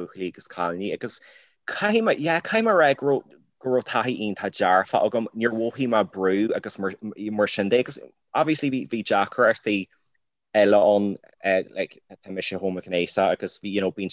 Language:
Irish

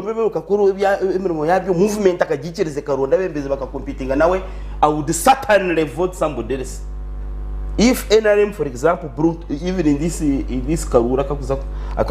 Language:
Nyankole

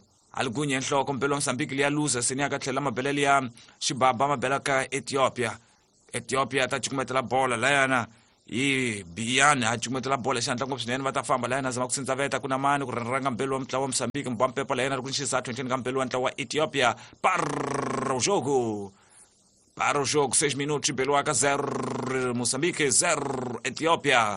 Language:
Tsonga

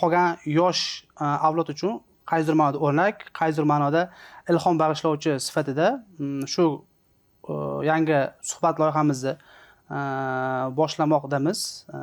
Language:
Uzbek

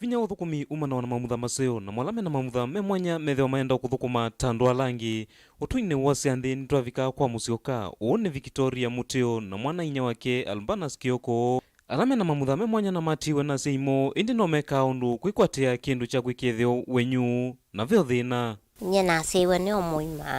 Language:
Kamba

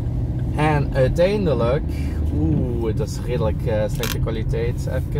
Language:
Dutch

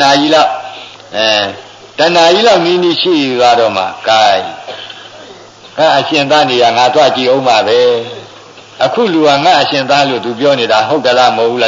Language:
Burmese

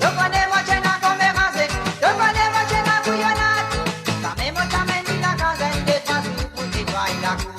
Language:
Morisyen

